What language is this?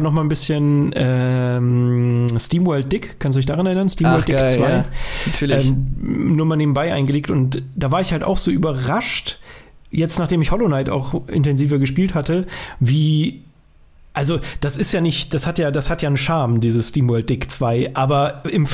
German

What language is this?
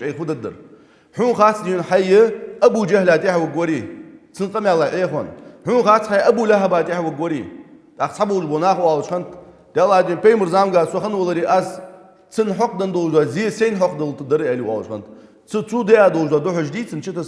Ingush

